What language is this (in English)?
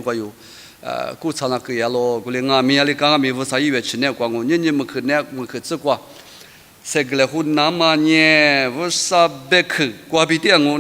Lisu